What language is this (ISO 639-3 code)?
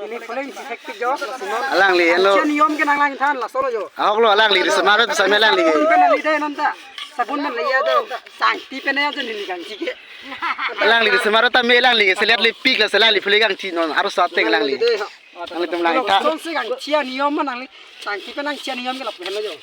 mjw